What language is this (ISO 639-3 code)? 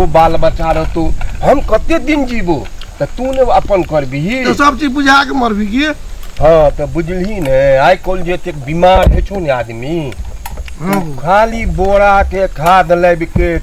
mai